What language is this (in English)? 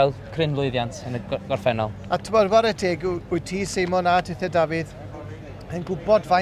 Welsh